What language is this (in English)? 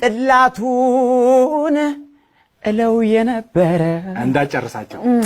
Amharic